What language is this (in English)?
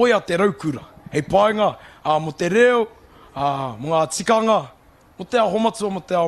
Māori